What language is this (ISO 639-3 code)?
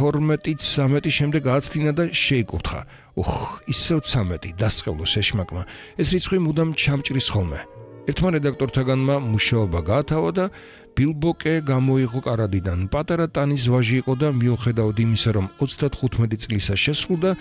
kat